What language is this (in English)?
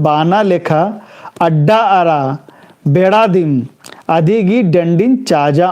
Kurukh